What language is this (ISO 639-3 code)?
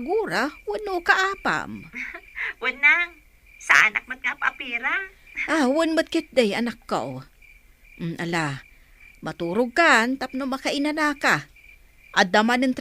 ilo